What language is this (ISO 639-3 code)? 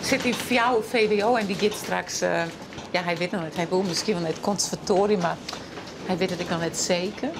fry